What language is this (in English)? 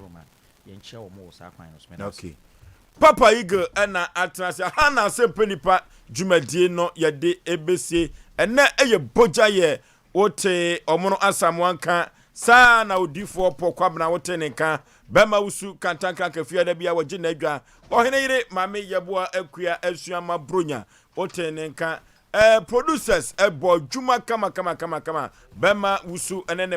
Akan